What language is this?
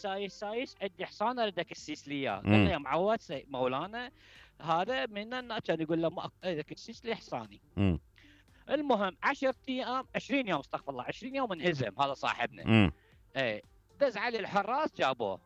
Mesopotamian Arabic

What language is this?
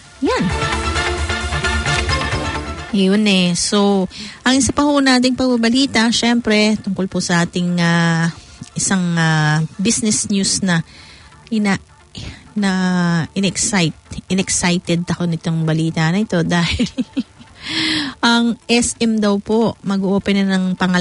Filipino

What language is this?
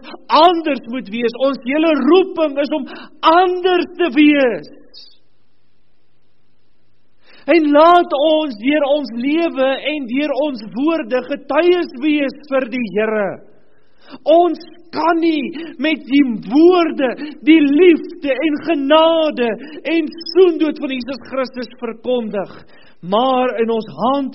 Afrikaans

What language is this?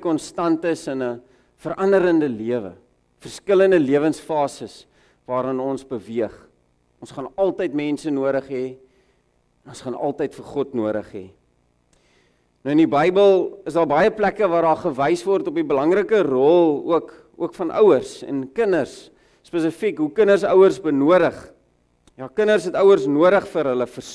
Afrikaans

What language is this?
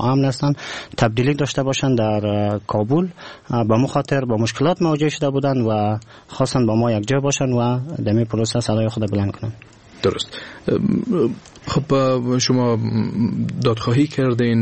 Persian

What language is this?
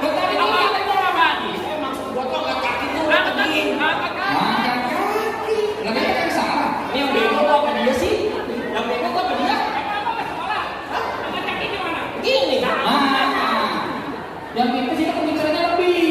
Betawi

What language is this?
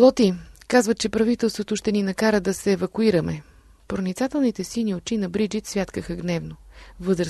Bulgarian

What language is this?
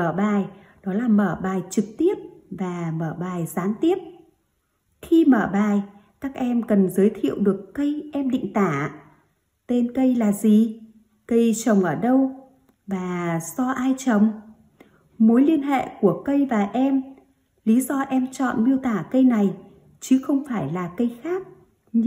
Vietnamese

